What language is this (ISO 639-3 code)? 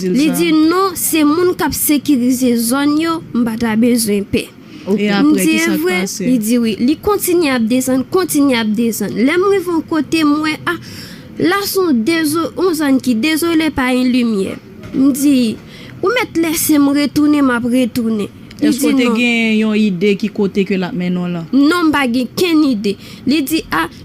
hat